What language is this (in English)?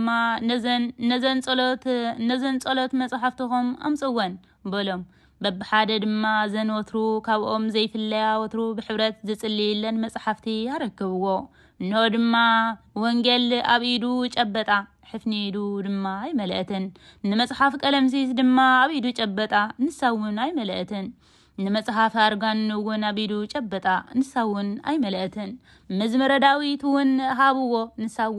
Tigrinya